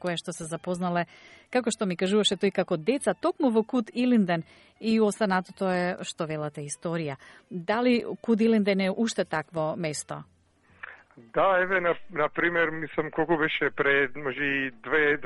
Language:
Macedonian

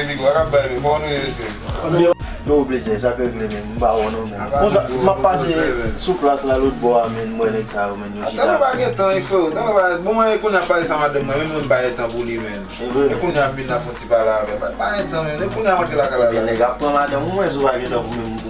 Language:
Haitian Creole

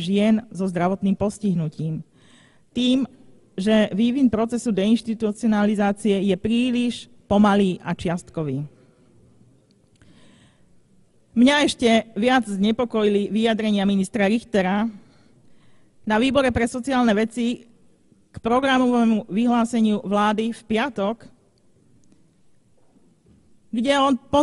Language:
Slovak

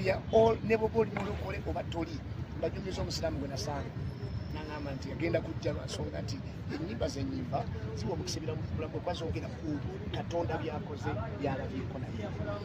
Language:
Ganda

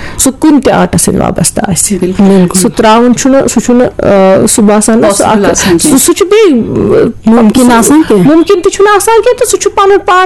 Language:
Kashmiri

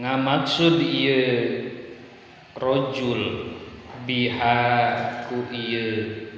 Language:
Sundanese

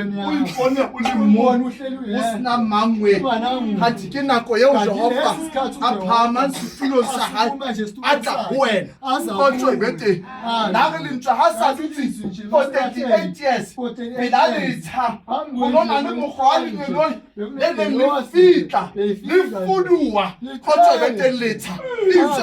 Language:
Southern Sotho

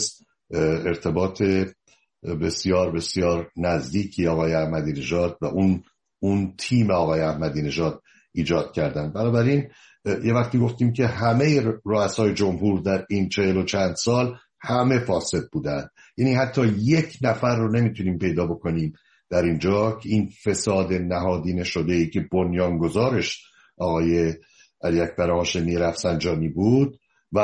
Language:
Persian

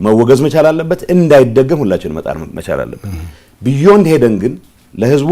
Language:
Amharic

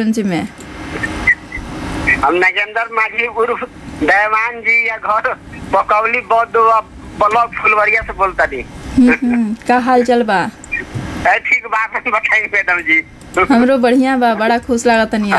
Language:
Bhojpuri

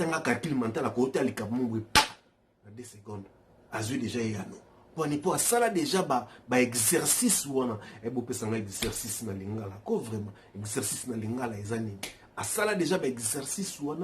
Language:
Lingala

